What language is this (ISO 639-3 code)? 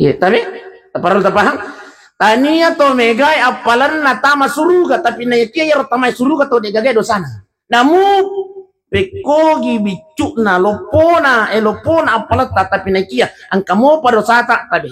bug